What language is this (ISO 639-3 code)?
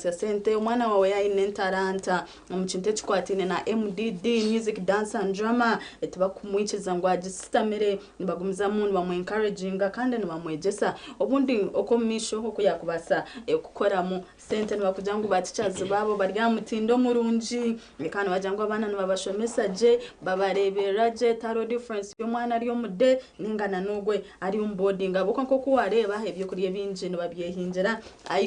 nyn